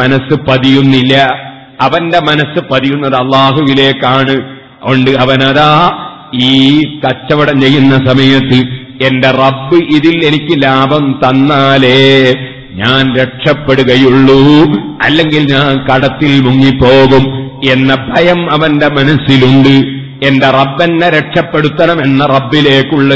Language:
Malayalam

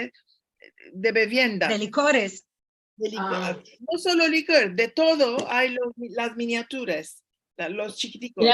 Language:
Ladino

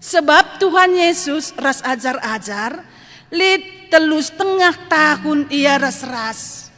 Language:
Batak Karo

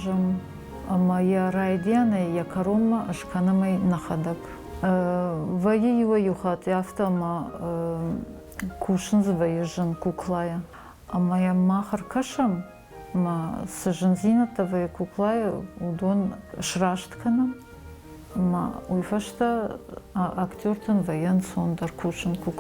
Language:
Ossetic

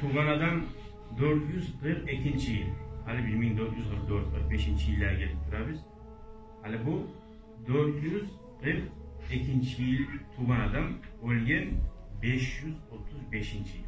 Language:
Kumyk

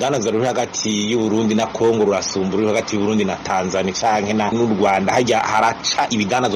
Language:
Rundi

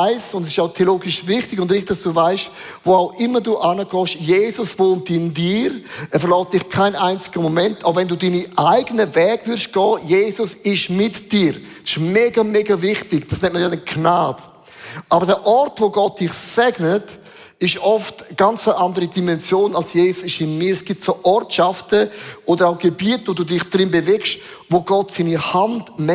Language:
Swiss German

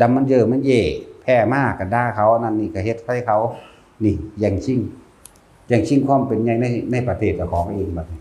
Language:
Northeastern Thai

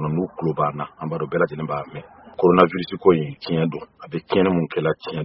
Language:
Bambara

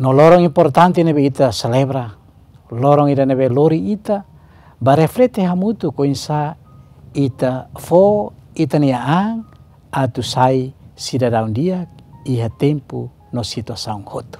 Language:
Tetum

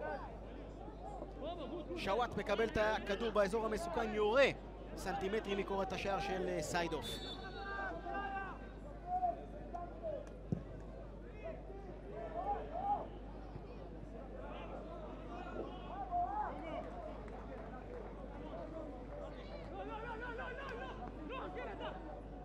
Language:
Hebrew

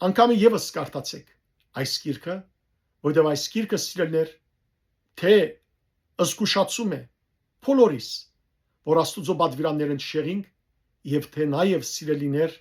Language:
Western Armenian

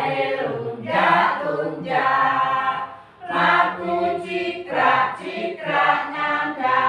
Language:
Javanese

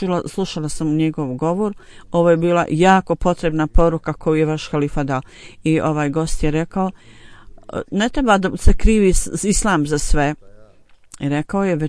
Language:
Bosnian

